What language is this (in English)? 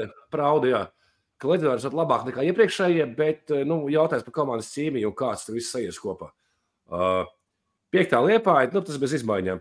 Latvian